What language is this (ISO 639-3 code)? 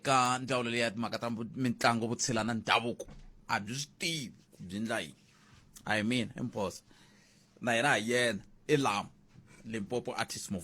tso